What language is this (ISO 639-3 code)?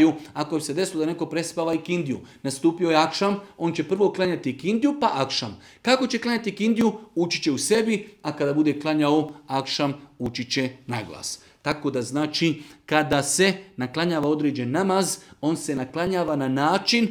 bos